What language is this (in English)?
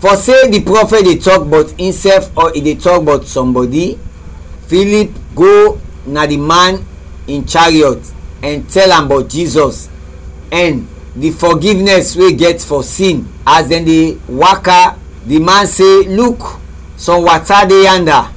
Krio